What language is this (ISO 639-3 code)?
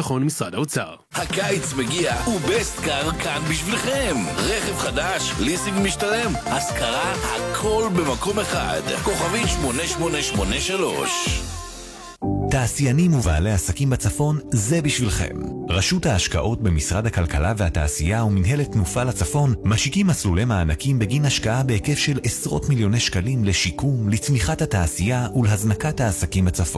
heb